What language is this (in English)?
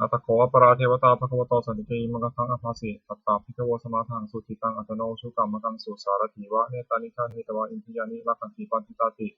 Pali